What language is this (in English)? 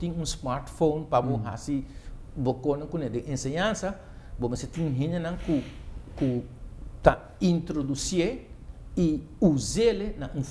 Papiamento